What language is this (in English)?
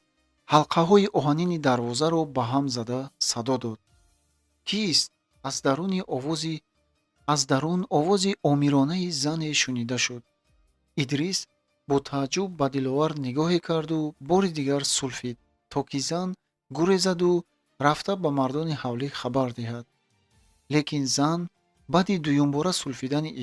Tajik